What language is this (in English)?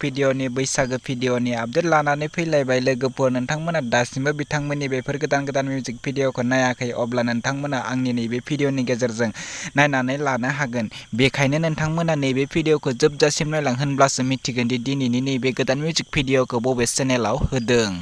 Bodo